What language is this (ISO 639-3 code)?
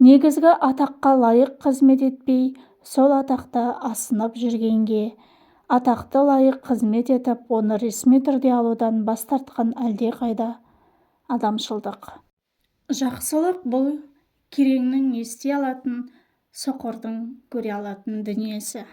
kaz